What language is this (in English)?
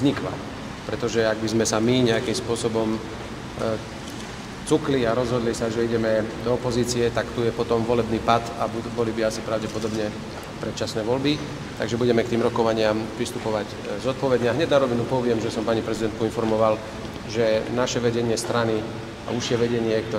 Slovak